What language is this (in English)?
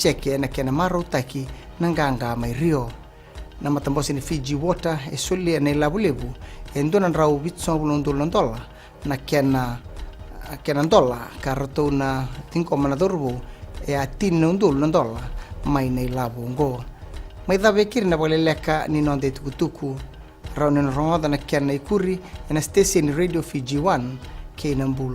Fijian